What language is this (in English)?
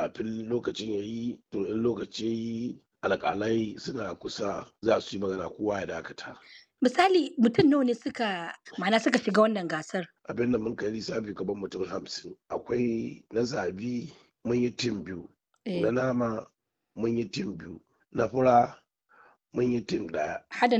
Hausa